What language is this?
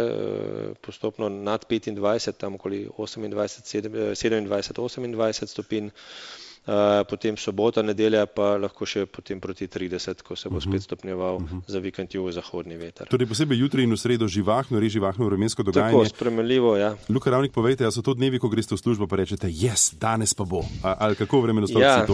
Slovenian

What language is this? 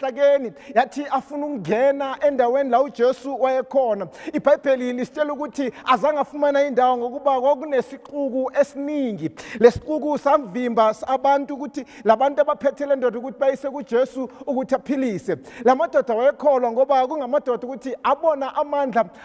Zulu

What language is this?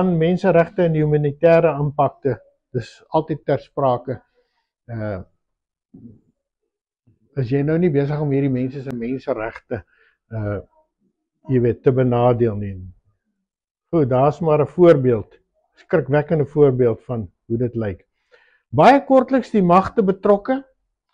Afrikaans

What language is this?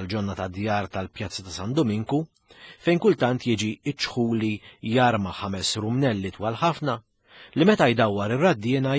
Maltese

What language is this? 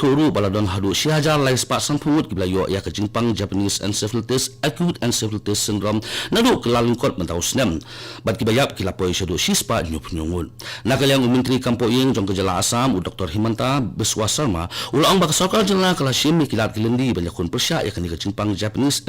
Khasi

